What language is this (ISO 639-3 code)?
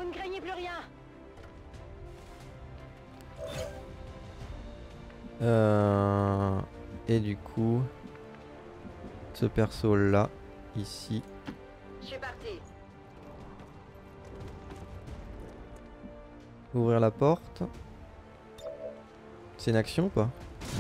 fra